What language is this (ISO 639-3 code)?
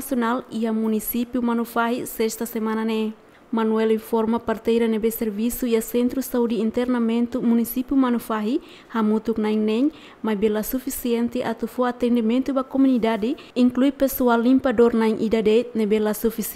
tet